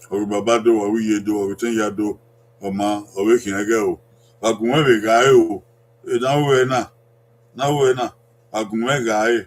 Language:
Bini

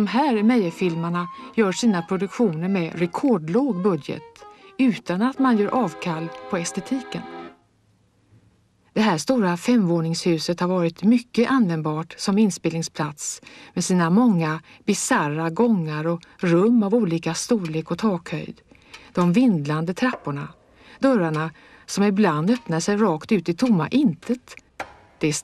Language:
Swedish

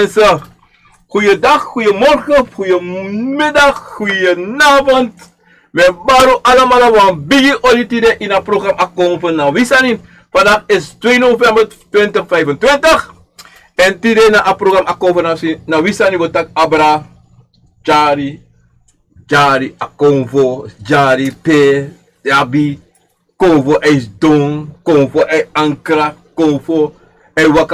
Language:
Sranan Tongo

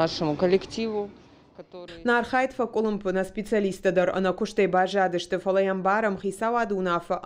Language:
Ossetic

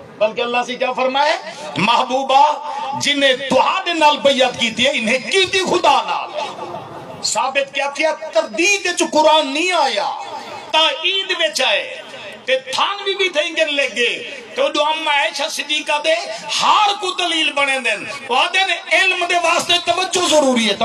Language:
Saraiki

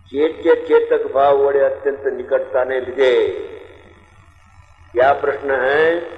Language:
Gujarati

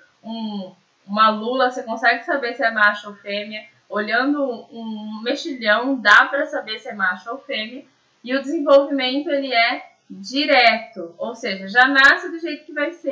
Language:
Portuguese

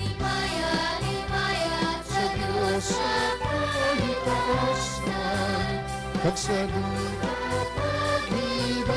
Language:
Hiligaynon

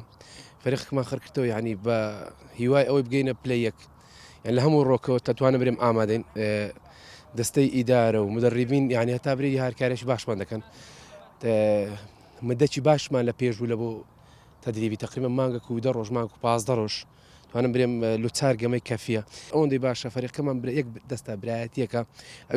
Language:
Central Kurdish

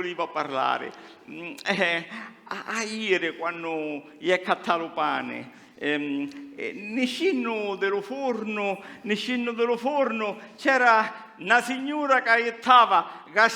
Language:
Sicilian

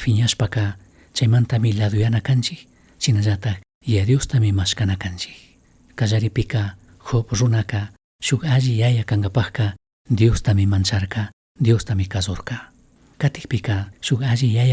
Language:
Chimborazo Highland Quichua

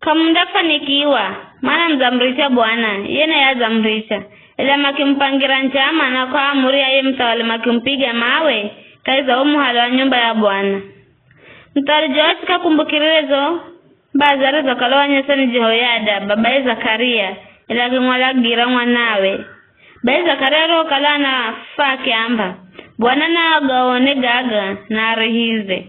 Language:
Giryama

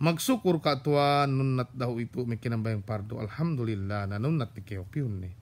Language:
Yakan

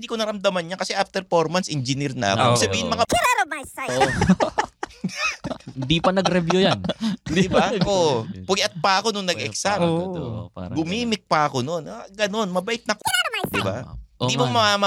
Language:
Filipino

